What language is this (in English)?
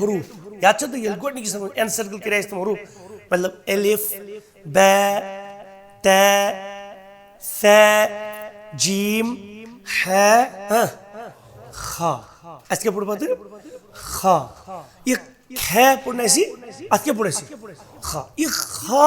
Kashmiri